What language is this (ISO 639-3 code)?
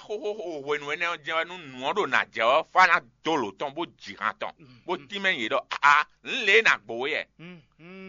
fon